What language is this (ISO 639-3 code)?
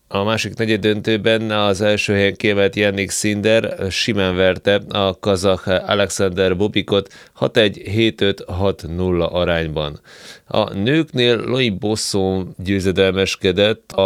hun